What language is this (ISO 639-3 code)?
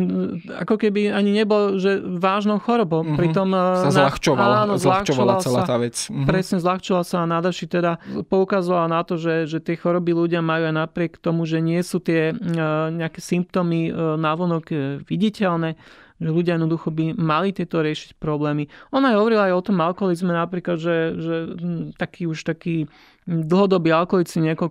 slk